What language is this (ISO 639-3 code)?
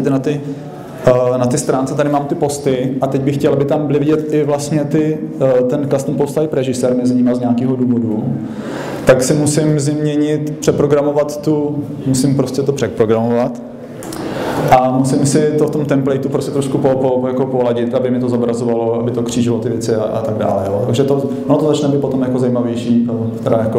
ces